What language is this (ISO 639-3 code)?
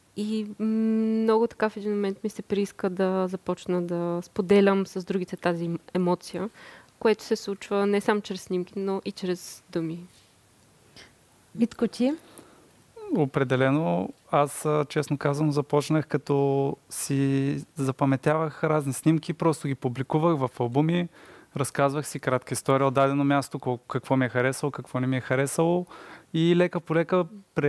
bul